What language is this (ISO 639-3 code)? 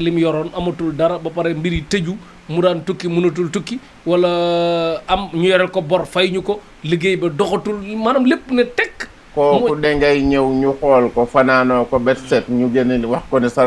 wol